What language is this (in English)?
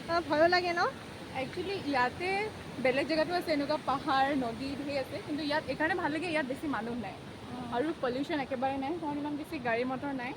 Assamese